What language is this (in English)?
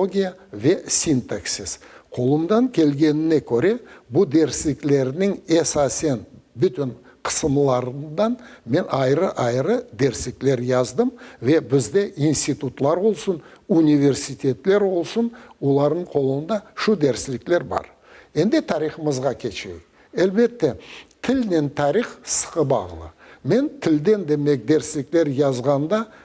Crimean Tatar